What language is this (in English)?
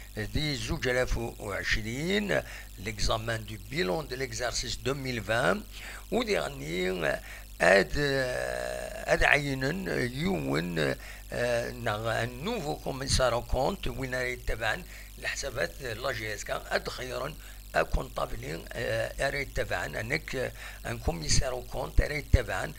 Kabyle